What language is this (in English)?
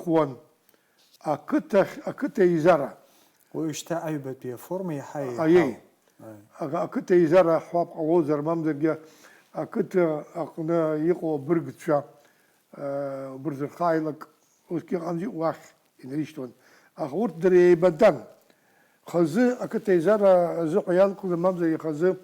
Abkhazian